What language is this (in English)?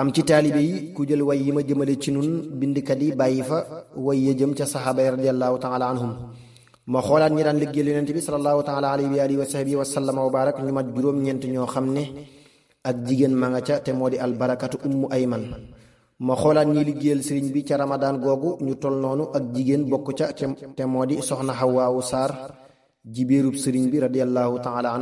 Wolof